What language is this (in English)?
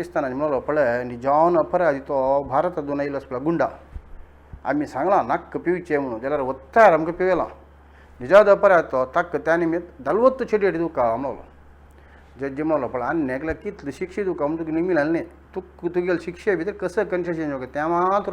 Konkani